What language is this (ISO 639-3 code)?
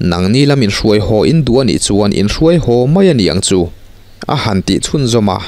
lus